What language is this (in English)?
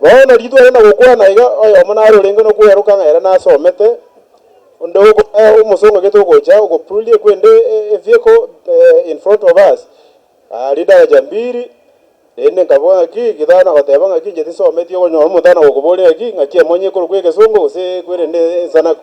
Gusii